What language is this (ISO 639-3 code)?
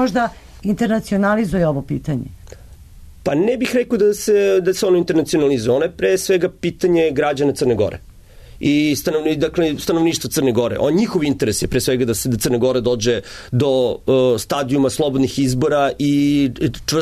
srp